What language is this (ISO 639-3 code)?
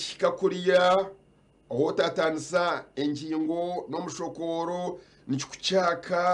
nyn